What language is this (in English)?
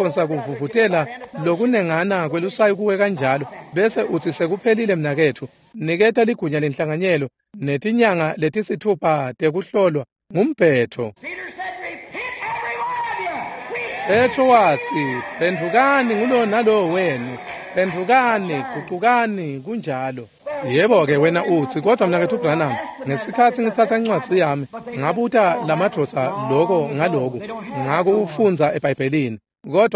Swati